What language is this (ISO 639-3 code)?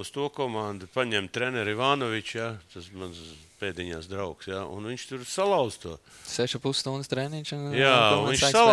lav